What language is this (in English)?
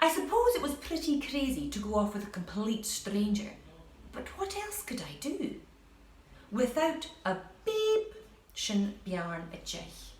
Scottish Gaelic